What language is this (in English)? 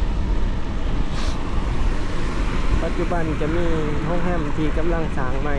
Lao